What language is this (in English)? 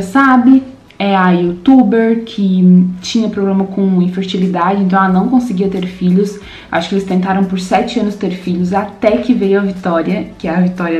Portuguese